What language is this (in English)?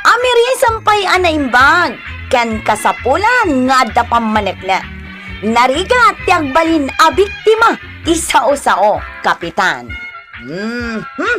Iloko